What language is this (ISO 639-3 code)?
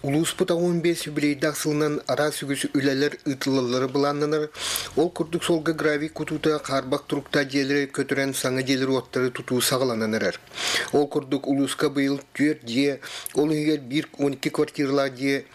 sah